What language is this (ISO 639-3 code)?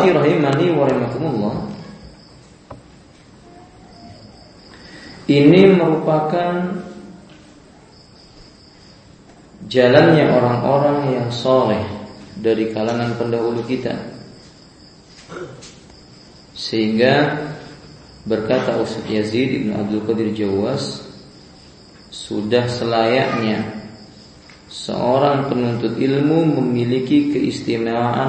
ind